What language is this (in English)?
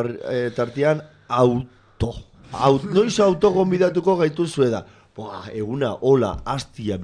Basque